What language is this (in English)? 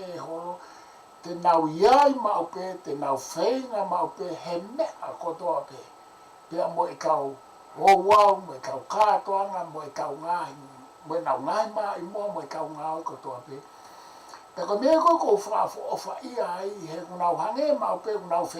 Tongan